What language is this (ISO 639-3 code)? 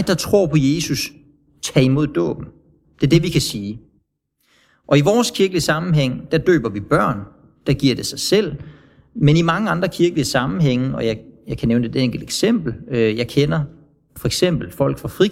dan